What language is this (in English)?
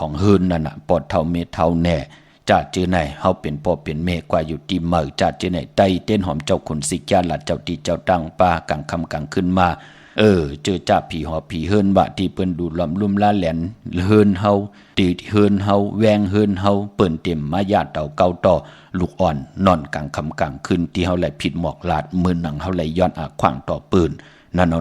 Shan